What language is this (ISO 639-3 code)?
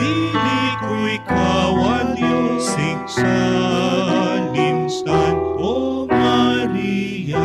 hil